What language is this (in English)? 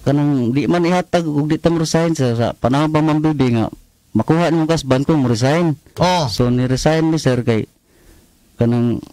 Cebuano